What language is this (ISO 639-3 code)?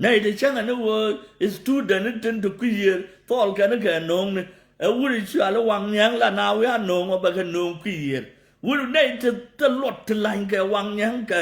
nus